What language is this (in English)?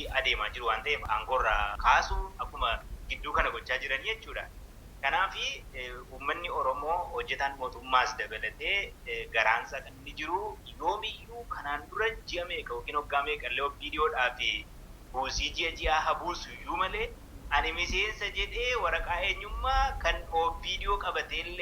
Oromo